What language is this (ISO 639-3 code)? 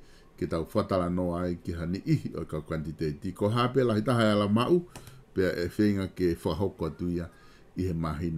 ton